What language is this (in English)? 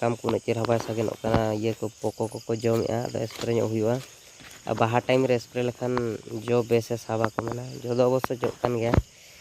Santali